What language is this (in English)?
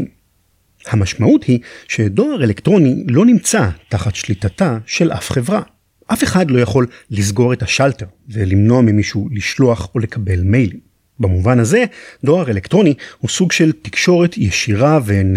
Hebrew